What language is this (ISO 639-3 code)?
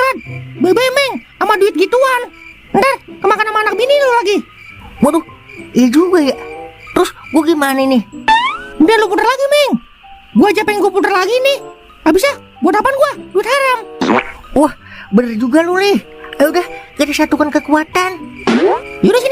bew